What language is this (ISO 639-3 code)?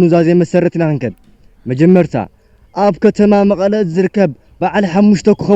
tir